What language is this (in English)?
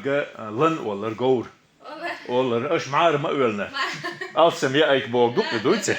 Chechen